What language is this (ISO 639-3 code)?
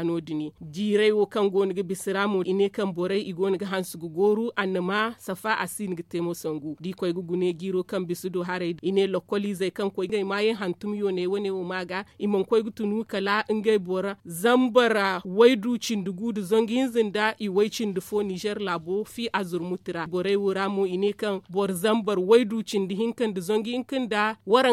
dje